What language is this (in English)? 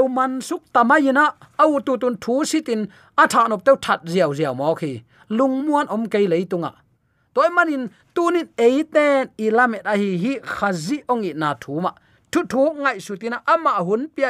Tedim Chin